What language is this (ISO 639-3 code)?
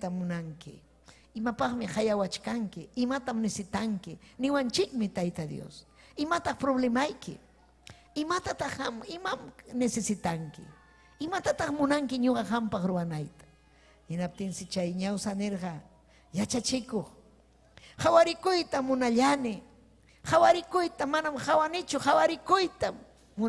quy